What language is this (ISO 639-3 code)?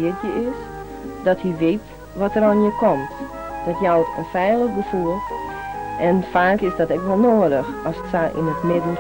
fry